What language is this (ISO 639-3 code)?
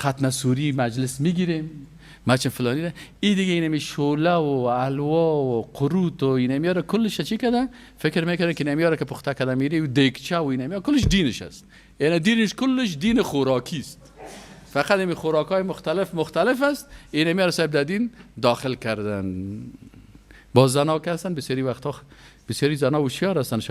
fas